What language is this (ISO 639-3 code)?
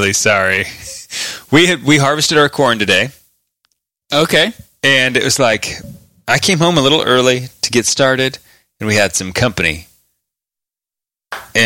eng